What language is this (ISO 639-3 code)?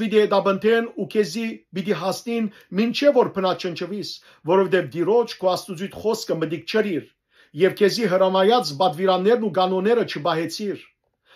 hyw